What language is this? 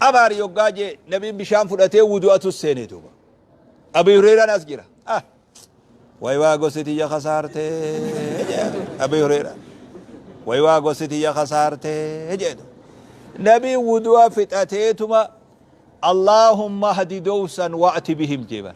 Oromo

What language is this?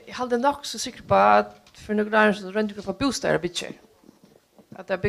Faroese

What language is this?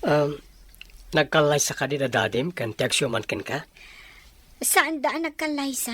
Iloko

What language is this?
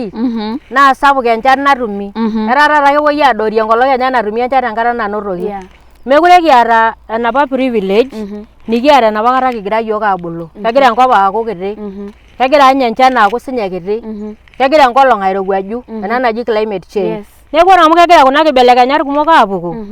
Masai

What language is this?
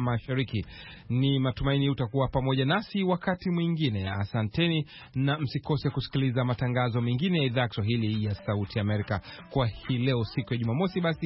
Swahili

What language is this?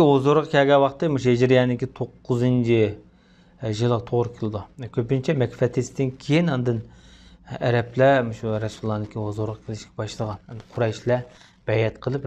Uyghur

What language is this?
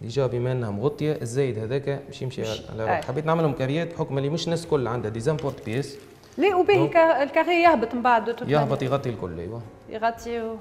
Tunisian Arabic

